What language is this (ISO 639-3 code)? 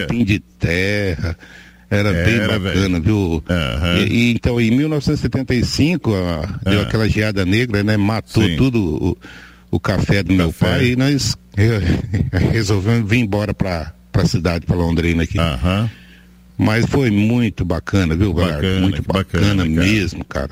por